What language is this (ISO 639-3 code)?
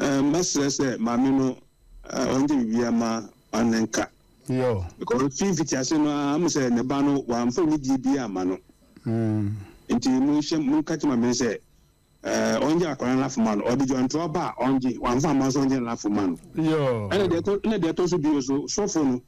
aka